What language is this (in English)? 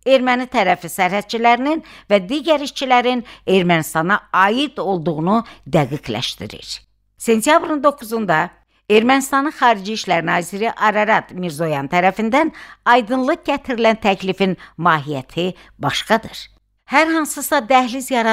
Azerbaijani